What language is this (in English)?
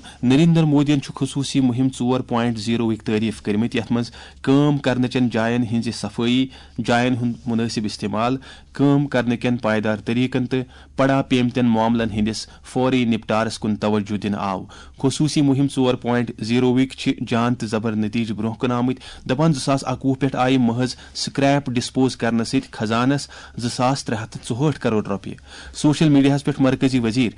Kashmiri